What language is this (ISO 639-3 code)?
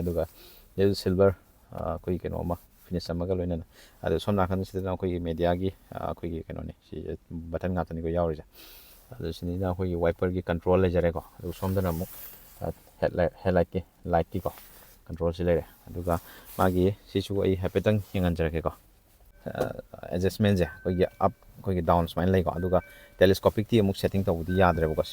mni